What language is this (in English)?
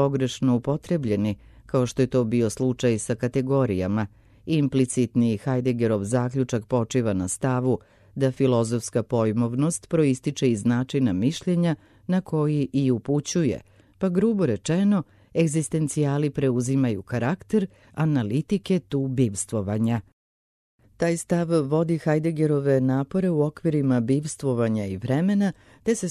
Serbian